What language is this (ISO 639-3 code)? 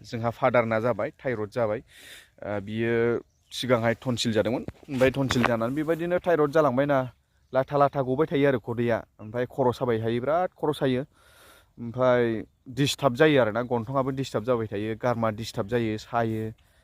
brx